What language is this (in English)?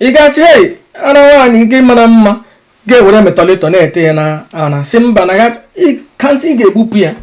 Igbo